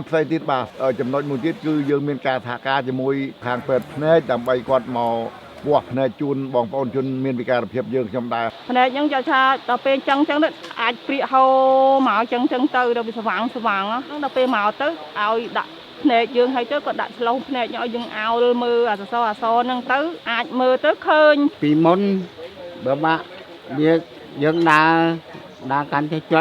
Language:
Khmer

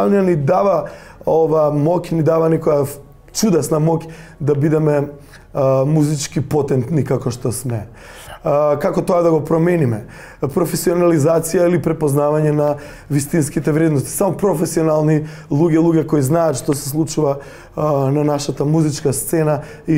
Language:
Macedonian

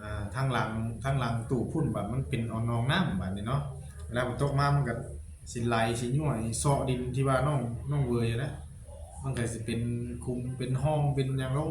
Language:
Northeastern Thai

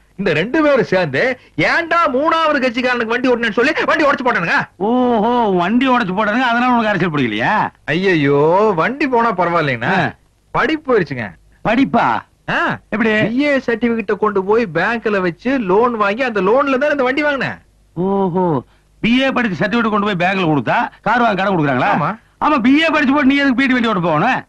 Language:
Tamil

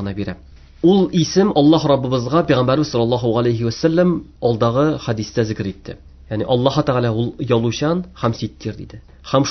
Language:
Tatar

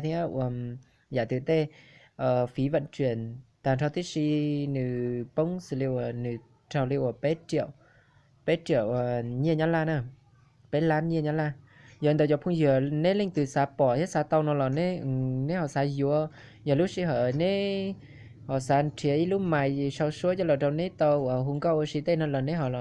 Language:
Hmong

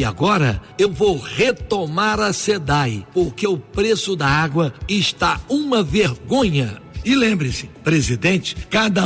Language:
Portuguese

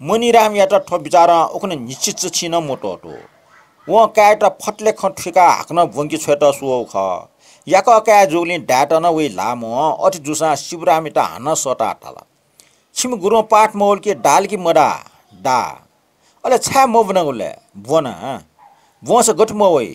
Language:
Newari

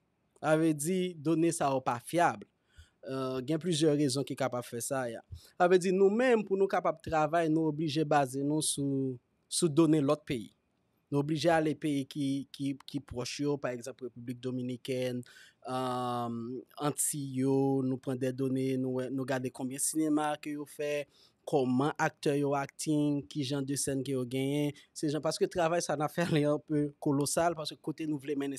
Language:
Haitian Creole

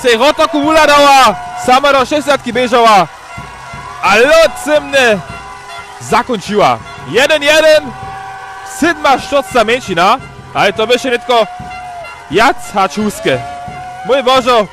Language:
Upper Sorbian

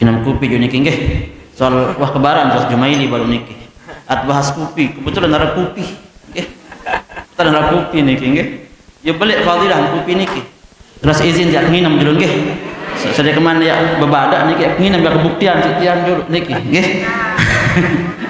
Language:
Sasak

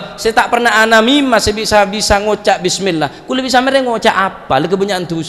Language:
Madurese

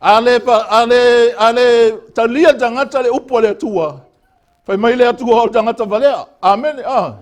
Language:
Samoan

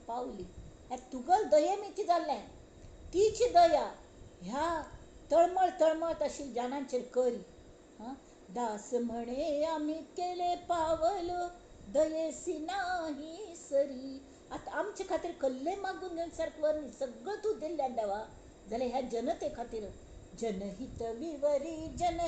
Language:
Konkani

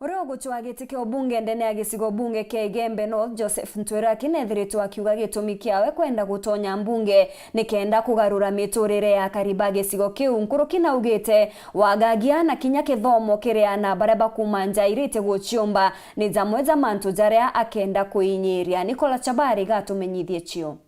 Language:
Meru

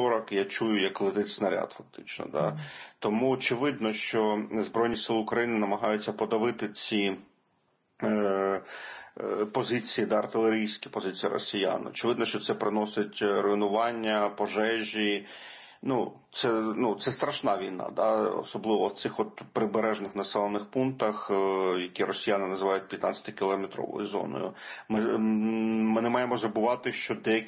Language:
Ukrainian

